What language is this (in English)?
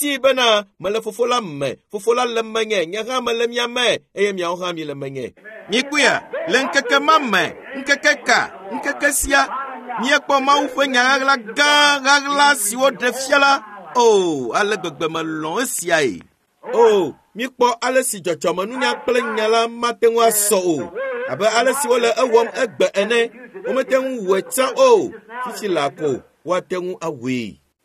Ewe